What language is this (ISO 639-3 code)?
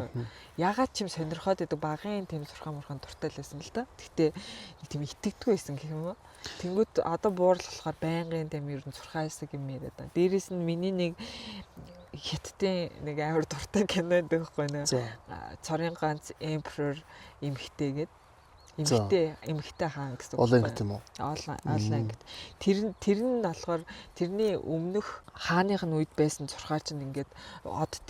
mon